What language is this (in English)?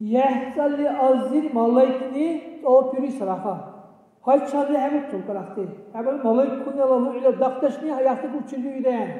Dargwa